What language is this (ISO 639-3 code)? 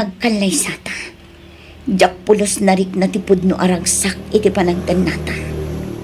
ilo